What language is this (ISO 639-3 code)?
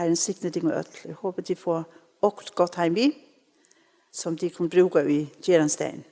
fao